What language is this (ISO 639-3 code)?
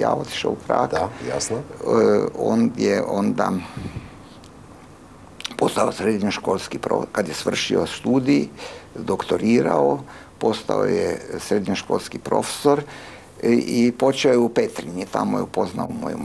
hrv